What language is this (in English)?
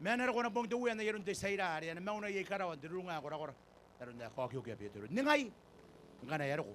Gilbertese